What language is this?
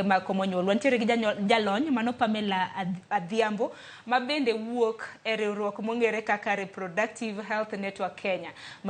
Luo (Kenya and Tanzania)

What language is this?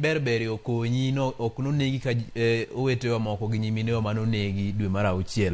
Luo (Kenya and Tanzania)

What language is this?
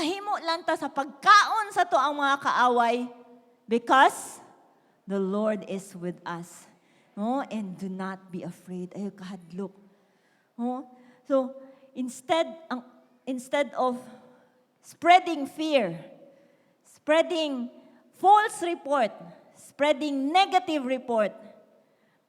Cebuano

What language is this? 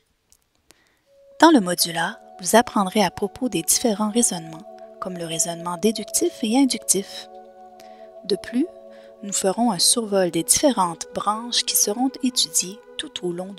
French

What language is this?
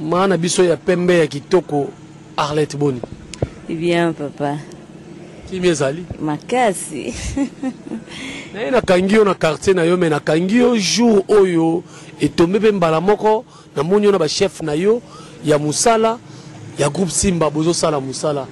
Lingala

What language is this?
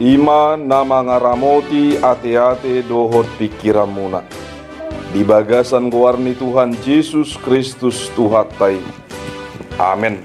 Batak Toba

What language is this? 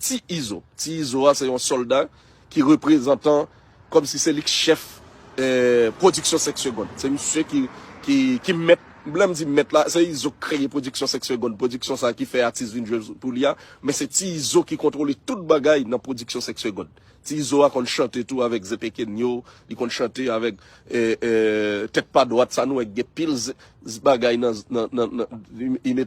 Haitian Creole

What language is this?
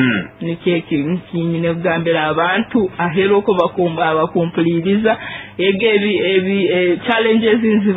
Nyoro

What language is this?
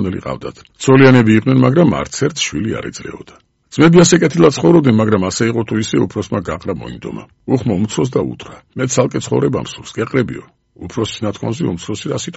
Georgian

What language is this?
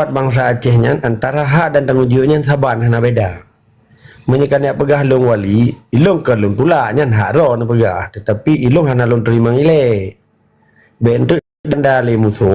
Achinese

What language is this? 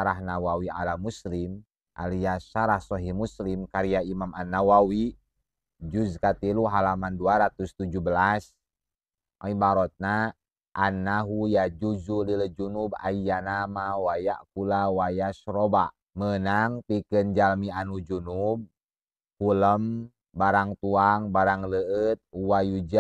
Sundanese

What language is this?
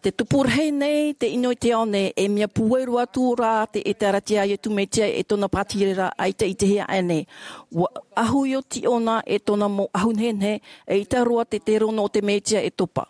Tahitian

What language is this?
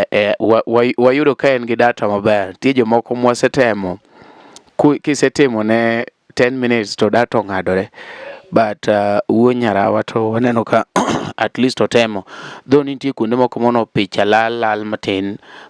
Luo (Kenya and Tanzania)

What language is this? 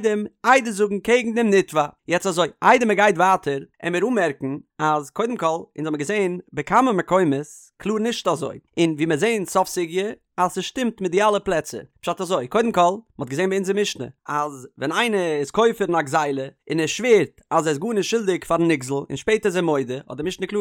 Yiddish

